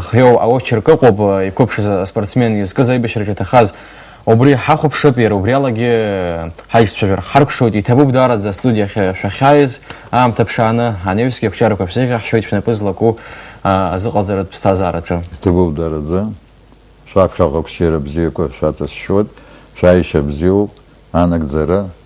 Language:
Abkhazian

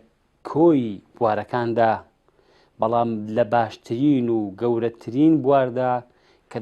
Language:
Central Kurdish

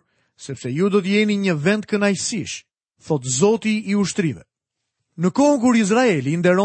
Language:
Albanian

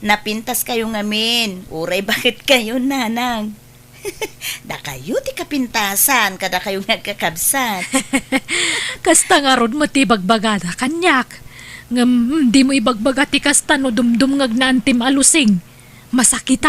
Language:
Iloko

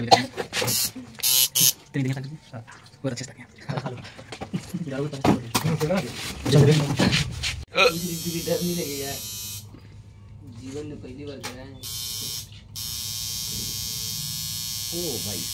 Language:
Hindi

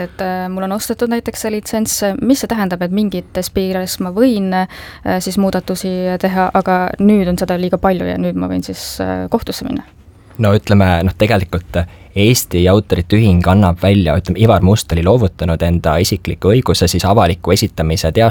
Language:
Estonian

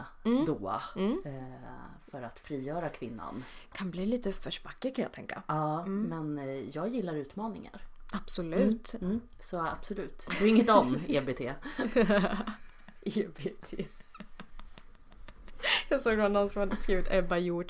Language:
Swedish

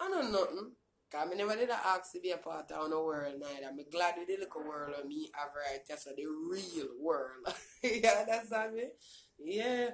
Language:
Jamaican Creole English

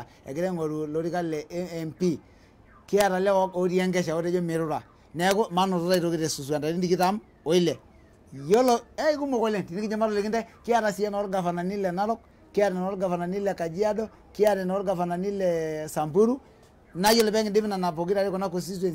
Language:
Masai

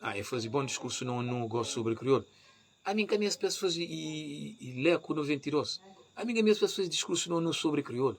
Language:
Kabuverdianu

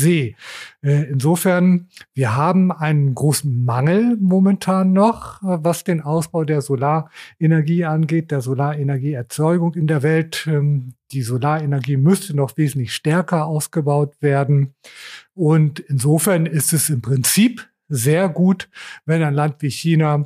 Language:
German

